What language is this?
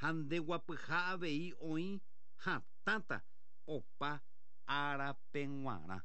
Guarani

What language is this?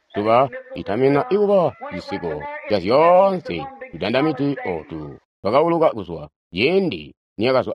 Tonga (Zambia)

